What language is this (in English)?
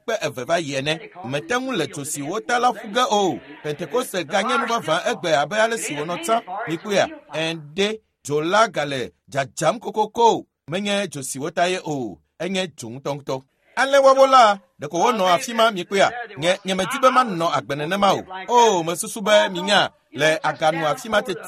Ewe